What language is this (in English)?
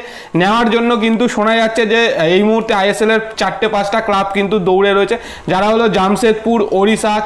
Bangla